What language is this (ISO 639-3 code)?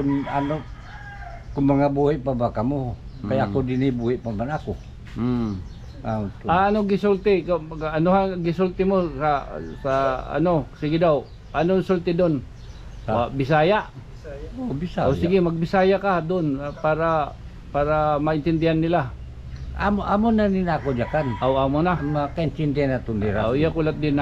war